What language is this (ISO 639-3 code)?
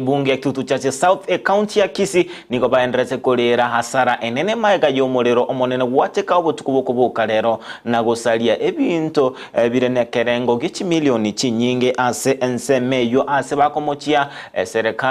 guz